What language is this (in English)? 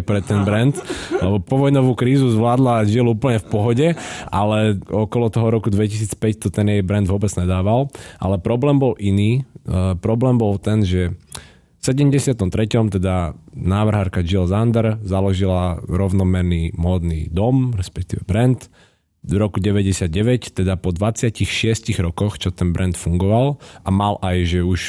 Slovak